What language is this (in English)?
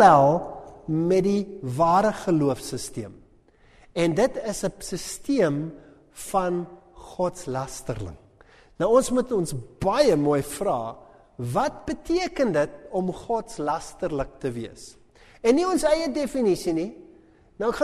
Afrikaans